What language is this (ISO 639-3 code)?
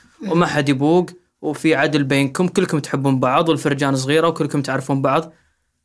afb